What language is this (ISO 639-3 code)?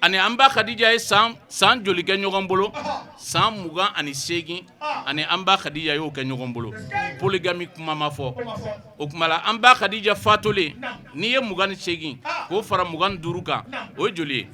bam